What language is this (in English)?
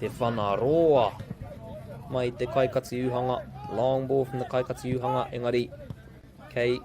Māori